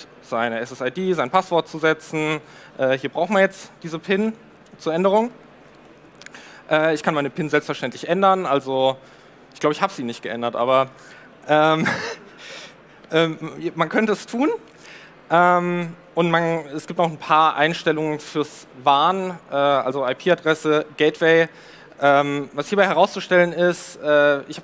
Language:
German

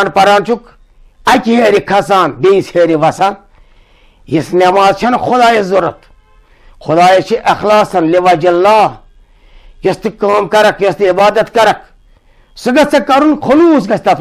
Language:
Kashmiri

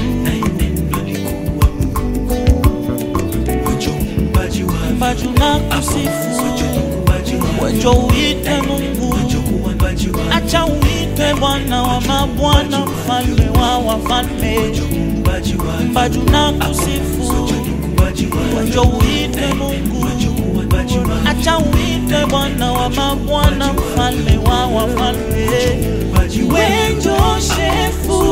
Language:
Swahili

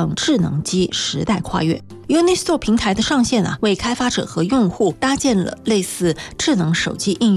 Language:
Chinese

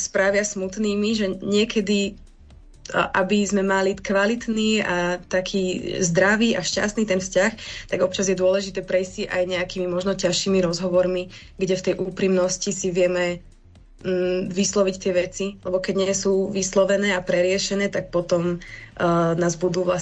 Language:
Slovak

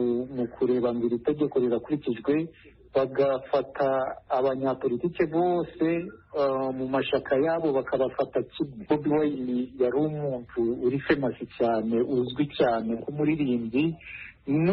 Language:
Kinyarwanda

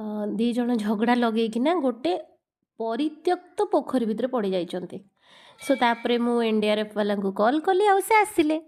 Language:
Odia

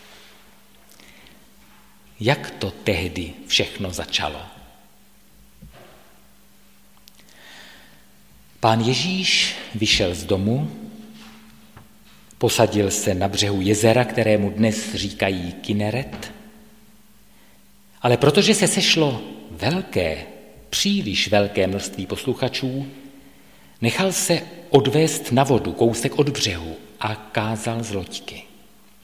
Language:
Czech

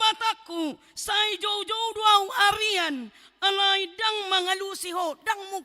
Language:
Batak Toba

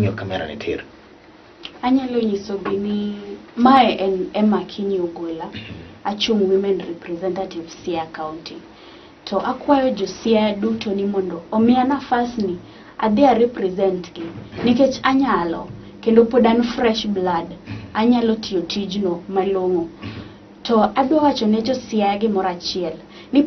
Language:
Luo (Kenya and Tanzania)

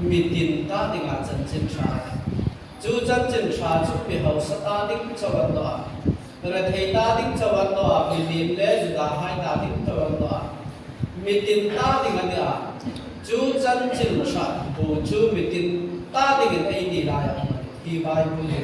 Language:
Hmar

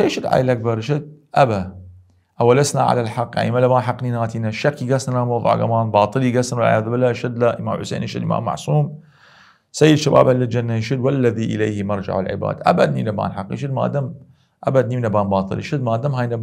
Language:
Southern Kurdish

